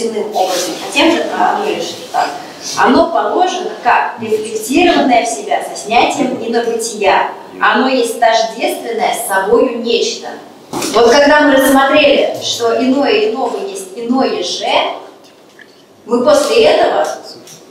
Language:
Russian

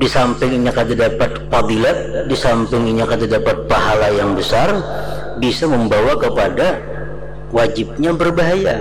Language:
Banjar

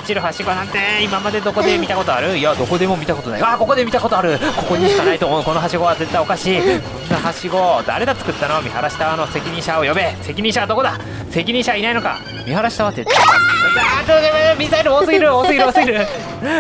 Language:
Japanese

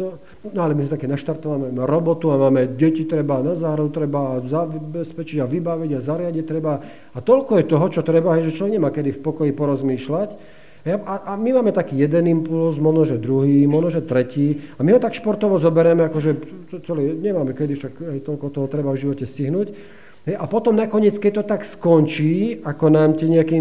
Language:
Slovak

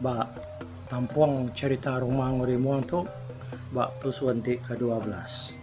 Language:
Iban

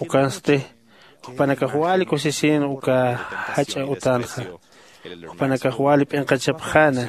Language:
Aymara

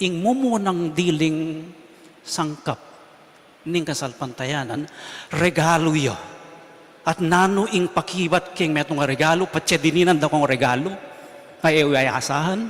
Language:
Pampanga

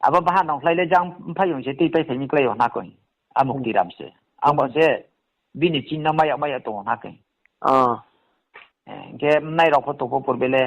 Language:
Riang (India)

